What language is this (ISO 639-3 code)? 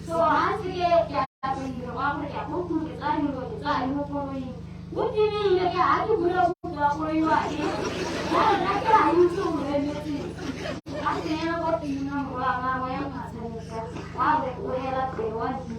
tsn